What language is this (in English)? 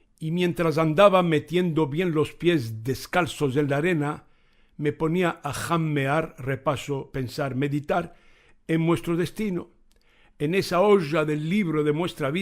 Ladino